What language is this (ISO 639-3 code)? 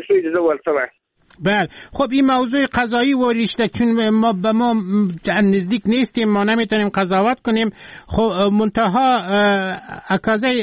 fas